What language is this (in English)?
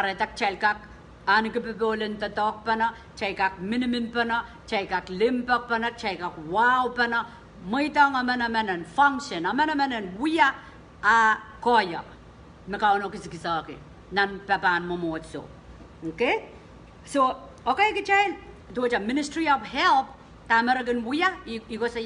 Pohnpeian